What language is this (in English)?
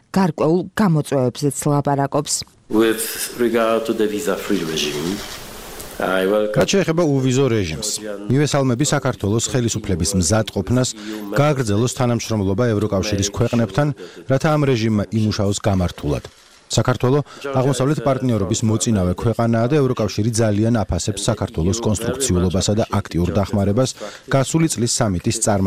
Georgian